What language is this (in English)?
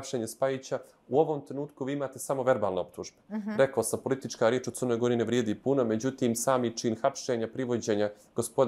Serbian